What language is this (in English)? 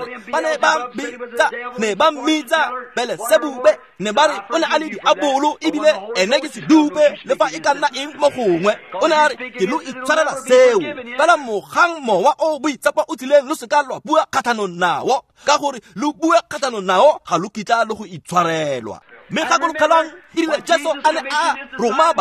Tswana